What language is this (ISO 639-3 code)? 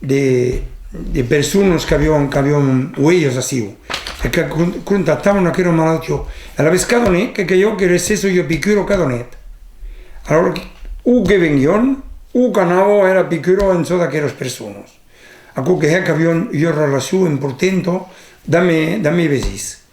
oci